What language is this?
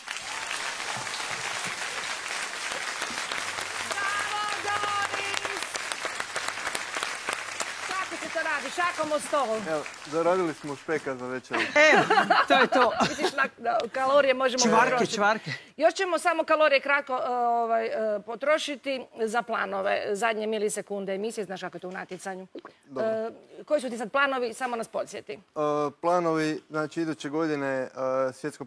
Croatian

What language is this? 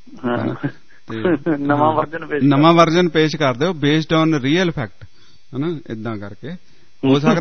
Punjabi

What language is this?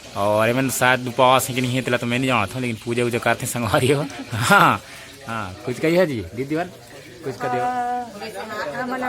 Chhattisgarhi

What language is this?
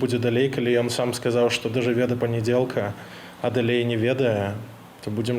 Belarusian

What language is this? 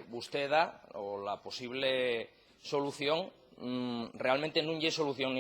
Asturian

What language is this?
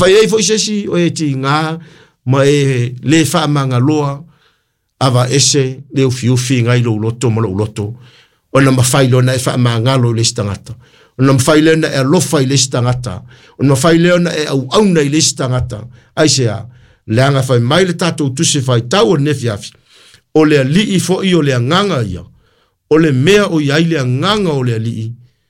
Samoan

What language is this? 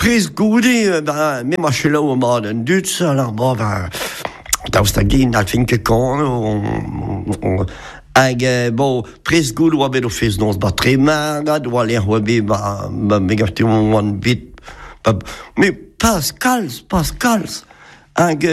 Breton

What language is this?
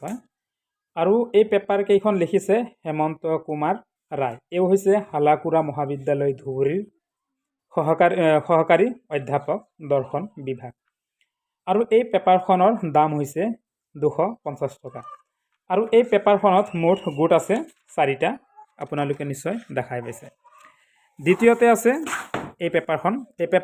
Assamese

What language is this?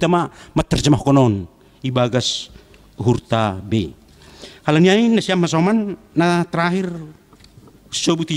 Batak Simalungun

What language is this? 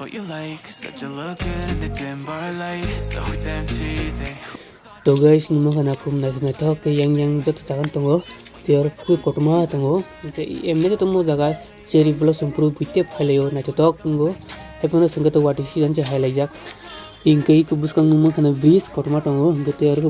Kok Borok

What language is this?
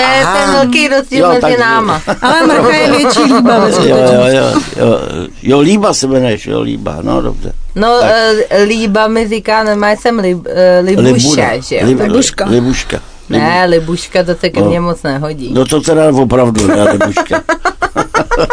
Czech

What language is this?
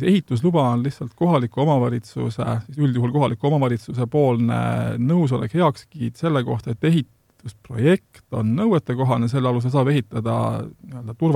Estonian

